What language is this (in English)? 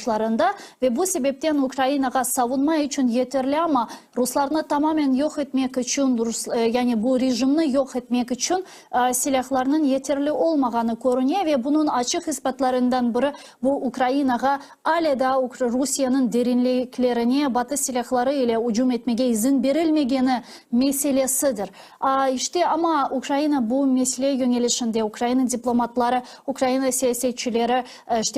Crimean Tatar